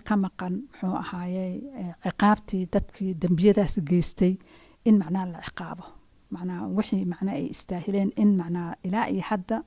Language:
Somali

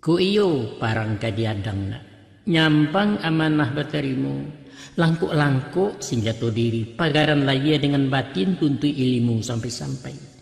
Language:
Minangkabau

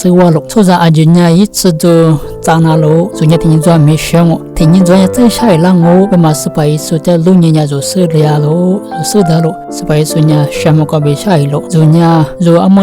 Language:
Lisu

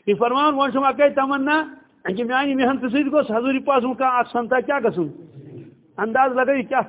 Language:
Kashmiri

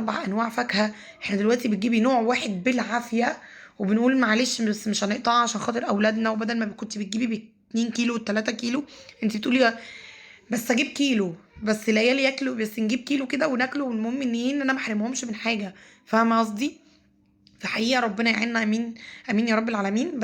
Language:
Egyptian Arabic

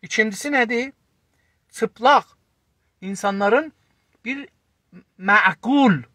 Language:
South Azerbaijani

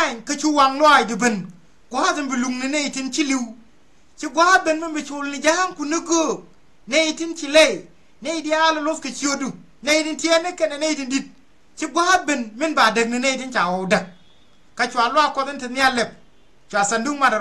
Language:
Nuer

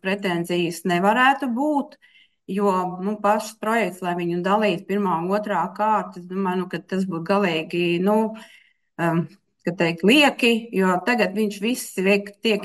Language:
Latvian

